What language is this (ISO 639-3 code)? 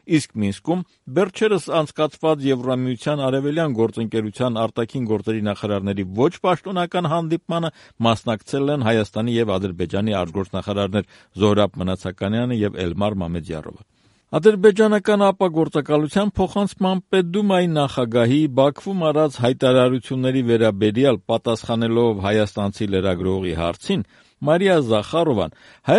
hye